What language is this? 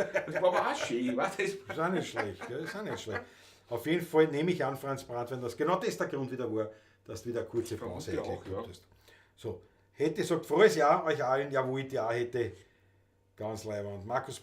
Bavarian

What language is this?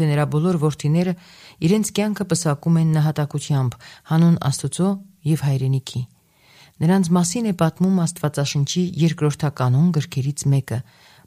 Armenian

